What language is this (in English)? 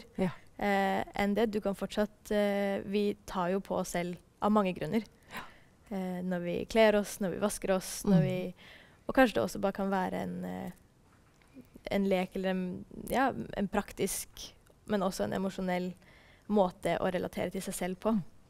Norwegian